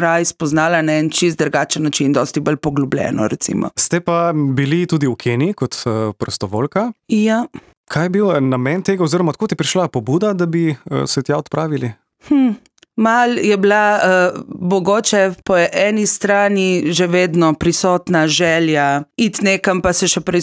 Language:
Slovenian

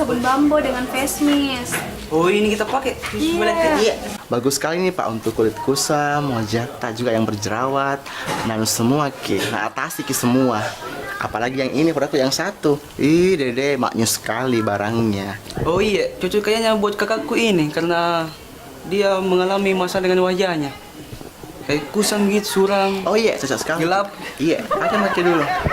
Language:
Makassar Malay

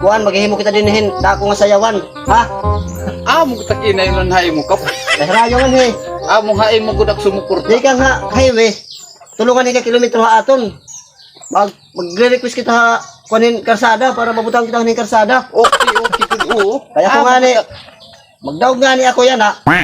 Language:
Waray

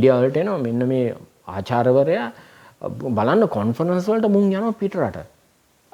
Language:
Sinhala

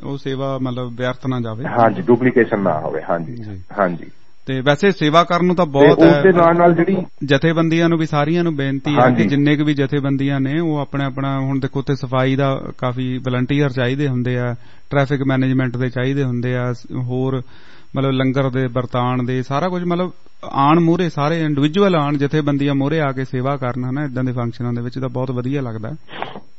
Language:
Punjabi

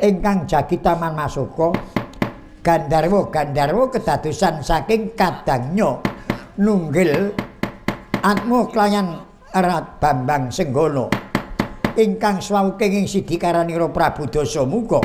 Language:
Javanese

